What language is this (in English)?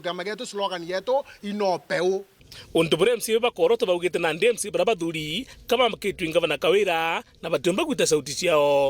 Meru